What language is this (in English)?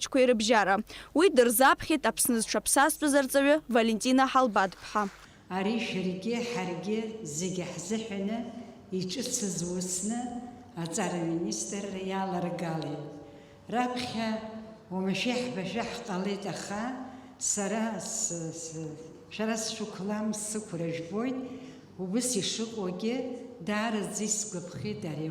Abkhazian